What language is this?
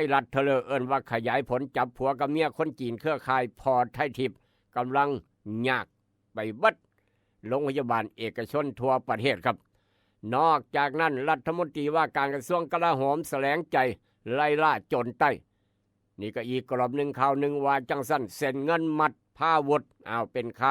Northeastern Thai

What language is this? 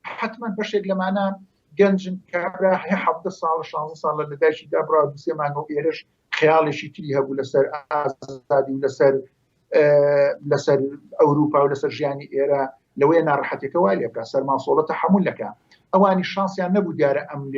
Central Kurdish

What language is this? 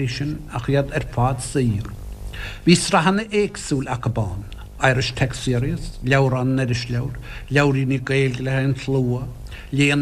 Irish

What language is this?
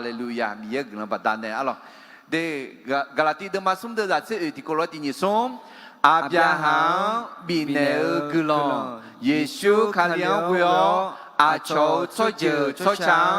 Akha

